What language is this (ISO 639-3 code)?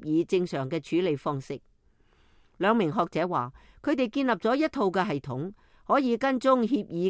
yue